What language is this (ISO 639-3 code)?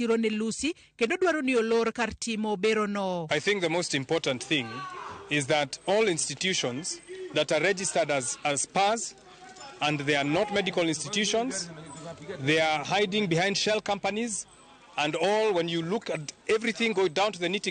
luo